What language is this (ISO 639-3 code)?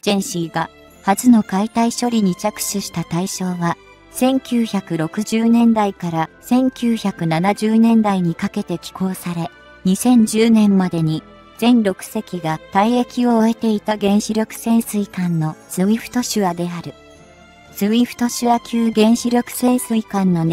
jpn